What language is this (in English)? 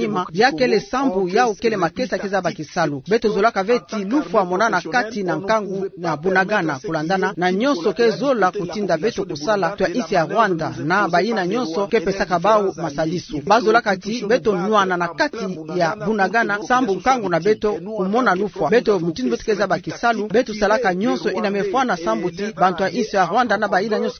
Kituba (Democratic Republic of Congo)